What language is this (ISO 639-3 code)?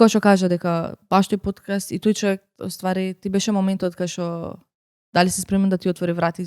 mkd